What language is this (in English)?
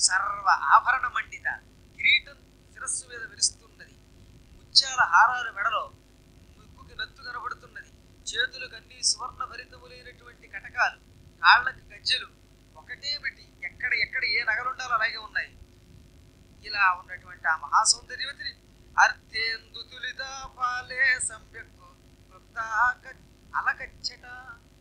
Telugu